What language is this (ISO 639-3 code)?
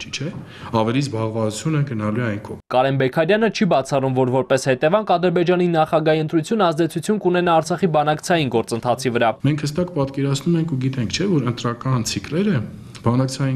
hye